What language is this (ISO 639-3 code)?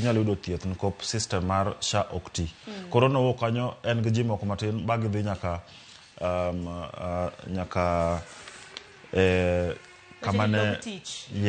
luo